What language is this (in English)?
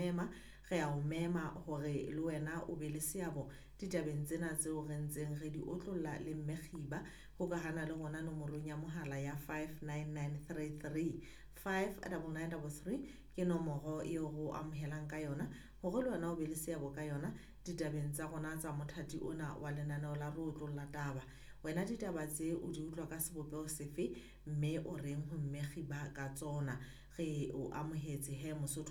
Southern Sotho